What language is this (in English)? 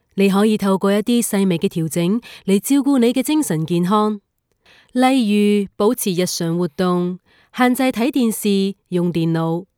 Cantonese